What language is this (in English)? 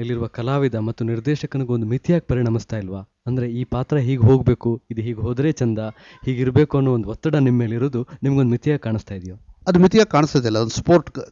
Kannada